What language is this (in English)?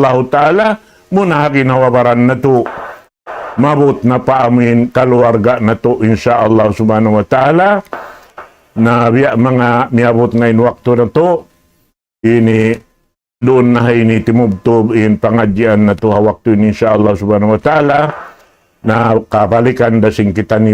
Tausug